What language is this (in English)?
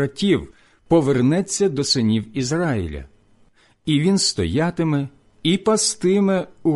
Ukrainian